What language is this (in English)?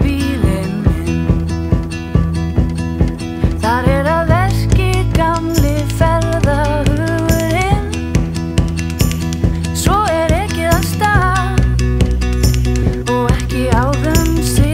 Icelandic